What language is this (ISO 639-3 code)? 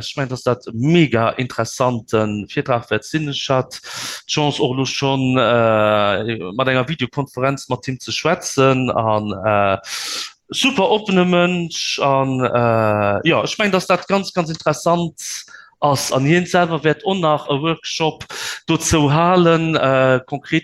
ltz